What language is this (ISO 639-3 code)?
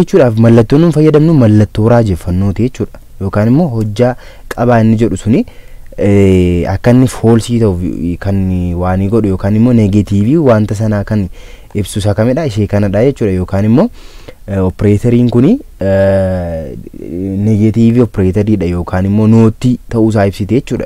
orm